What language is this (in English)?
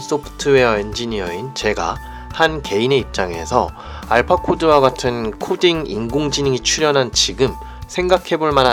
Korean